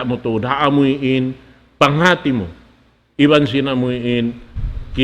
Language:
Tausug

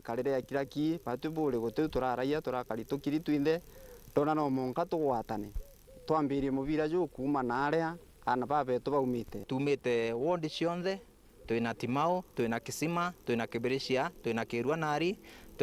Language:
Meru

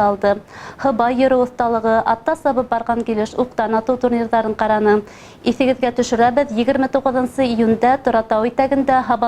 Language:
Bashkir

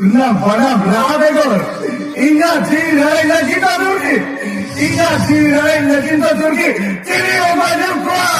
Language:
Santali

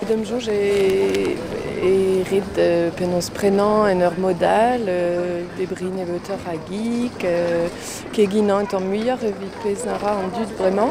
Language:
Breton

